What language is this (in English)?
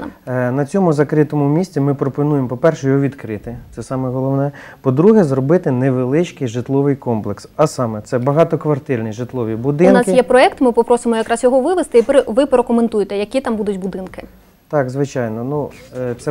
Ukrainian